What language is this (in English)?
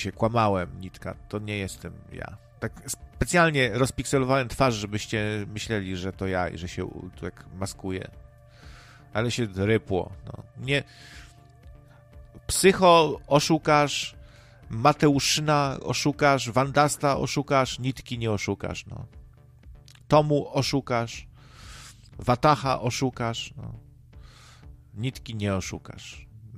Polish